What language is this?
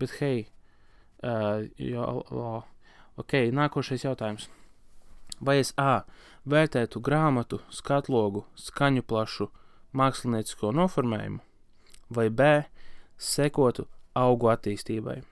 Latvian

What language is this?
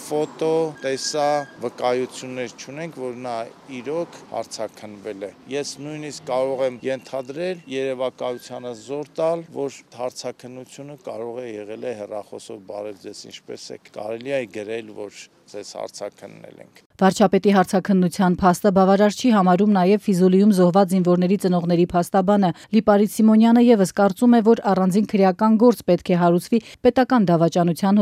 Armenian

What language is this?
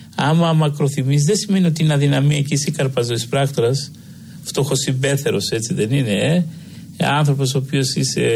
Greek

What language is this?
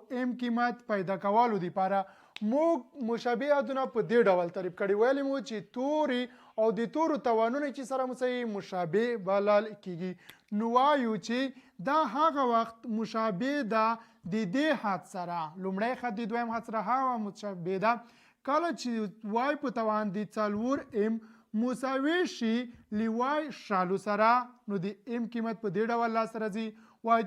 Pashto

